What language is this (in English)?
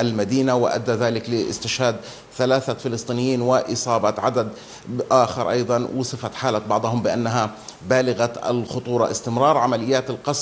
Arabic